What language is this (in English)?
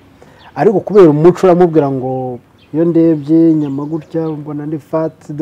Kinyarwanda